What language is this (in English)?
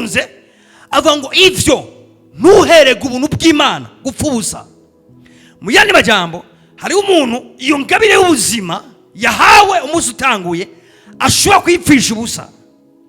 Rundi